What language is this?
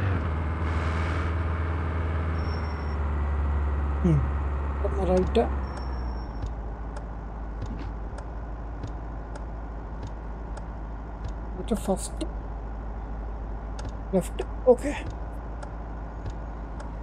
Malayalam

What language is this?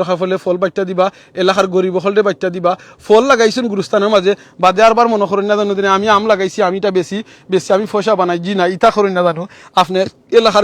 Sylheti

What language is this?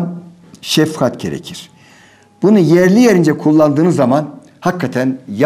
Turkish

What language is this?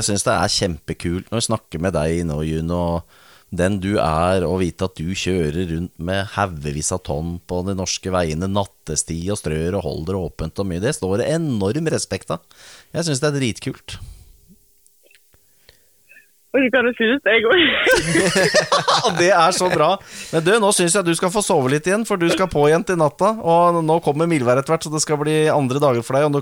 Norwegian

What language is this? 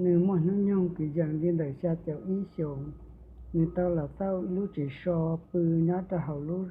Hmong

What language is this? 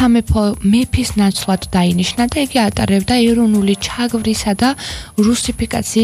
Georgian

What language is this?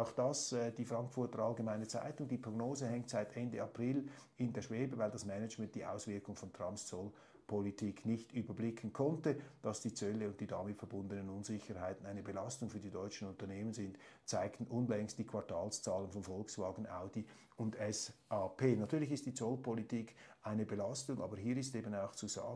German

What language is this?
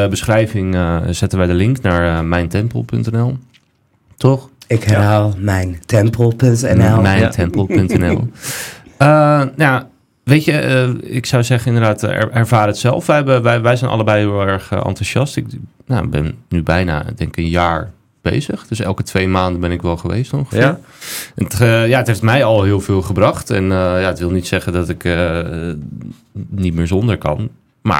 Dutch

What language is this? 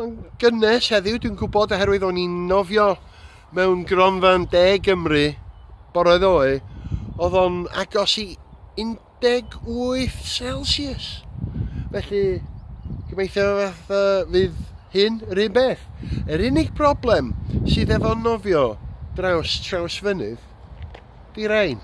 Welsh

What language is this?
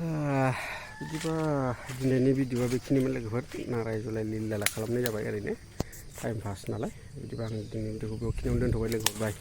Bodo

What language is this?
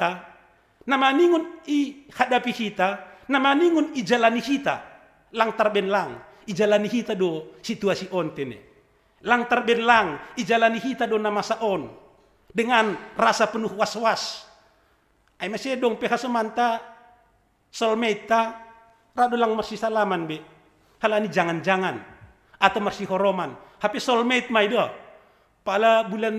Batak Simalungun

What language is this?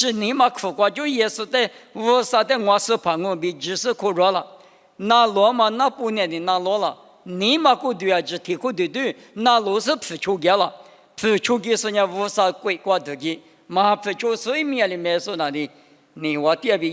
Lisu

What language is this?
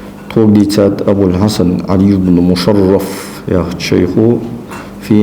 Ingush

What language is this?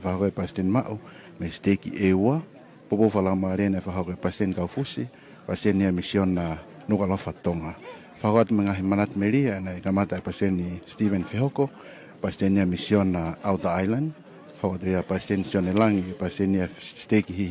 Tongan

